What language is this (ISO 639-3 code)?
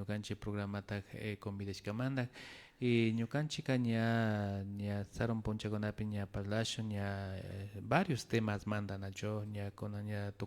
qvi